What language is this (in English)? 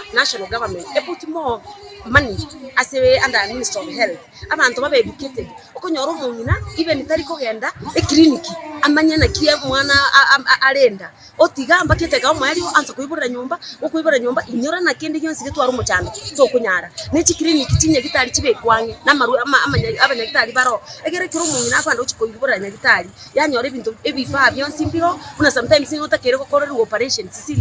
Gusii